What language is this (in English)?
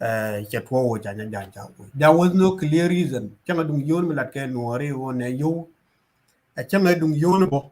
Nuer